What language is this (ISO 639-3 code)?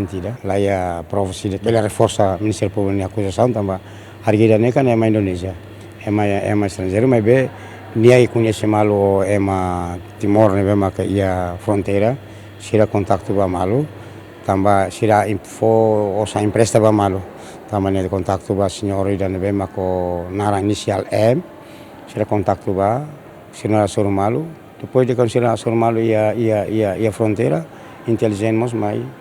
tet